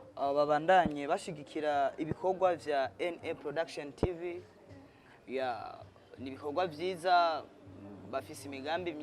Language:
Rundi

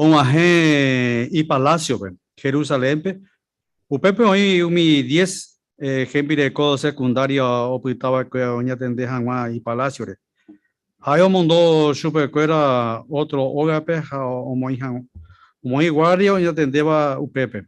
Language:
Guarani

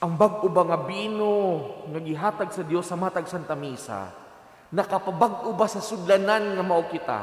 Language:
Cebuano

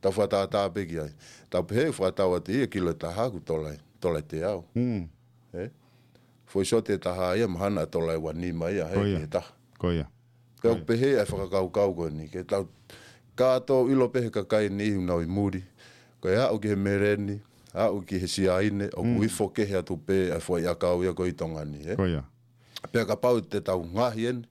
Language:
Tongan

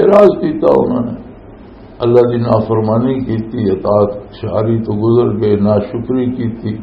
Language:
Western Panjabi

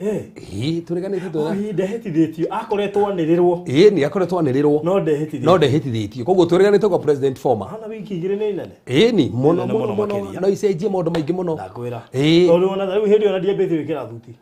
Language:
Kikuyu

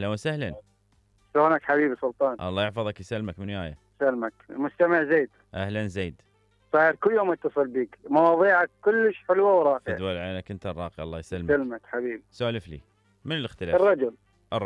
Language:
Mesopotamian Arabic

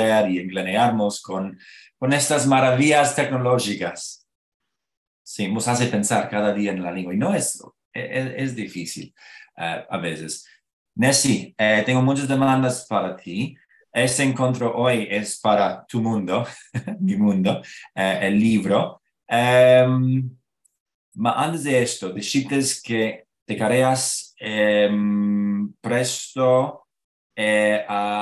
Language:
Ladino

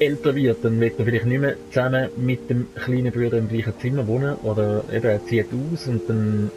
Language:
Swiss German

